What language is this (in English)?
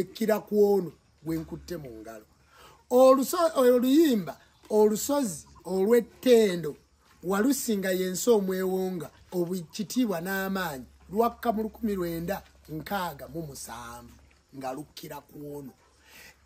Ganda